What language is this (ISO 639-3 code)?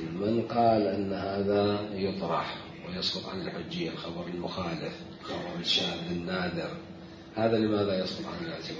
acm